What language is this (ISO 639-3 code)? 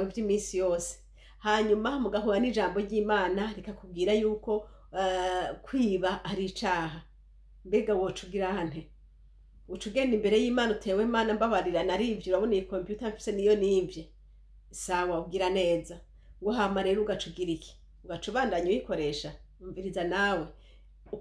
run